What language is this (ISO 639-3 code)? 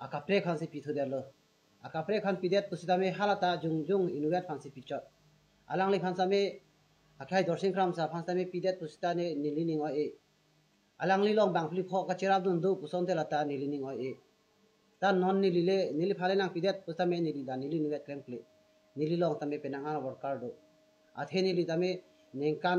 mjw